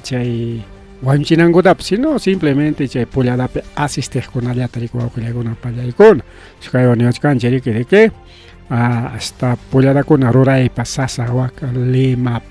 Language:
Ayacucho Quechua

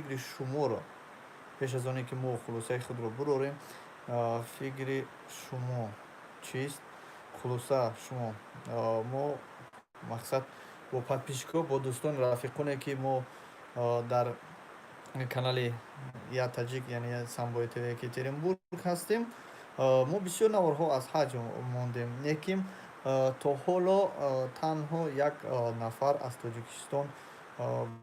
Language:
Tajik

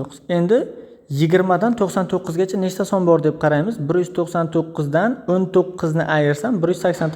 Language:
Uzbek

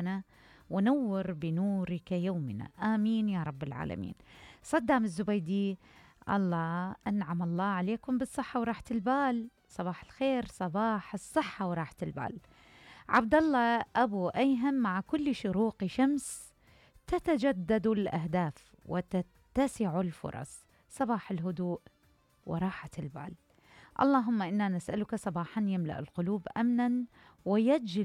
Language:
Mesopotamian Arabic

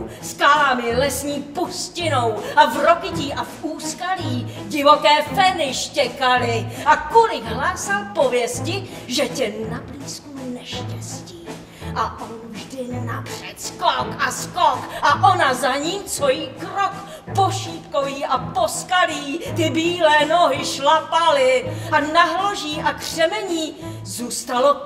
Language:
Czech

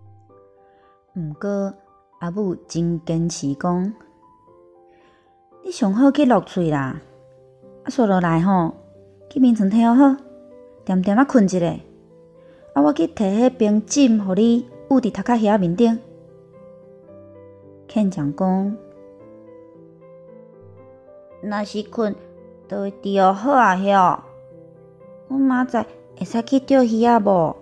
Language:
Min Nan Chinese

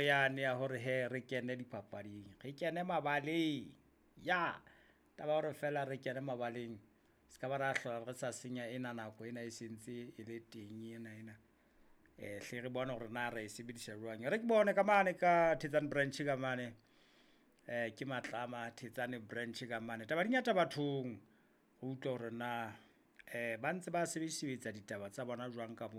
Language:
Southern Sotho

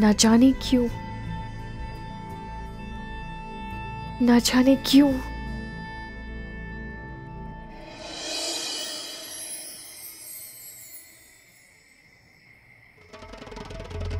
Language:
Hindi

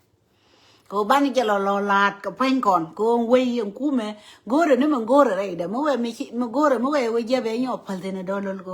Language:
Nuer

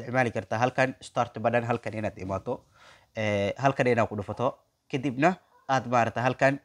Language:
Somali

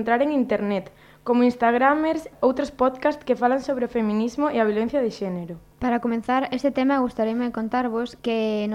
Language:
Galician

